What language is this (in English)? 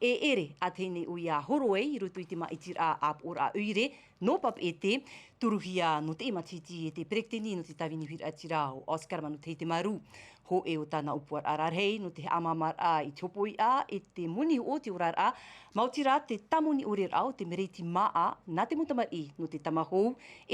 Tahitian